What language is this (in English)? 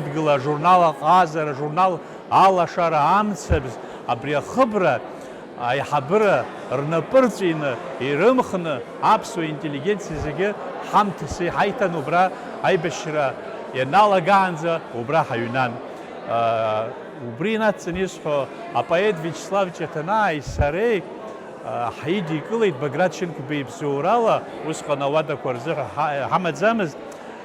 Abkhazian